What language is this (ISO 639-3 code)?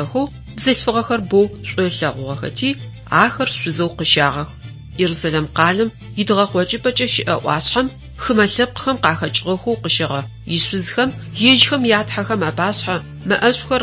ady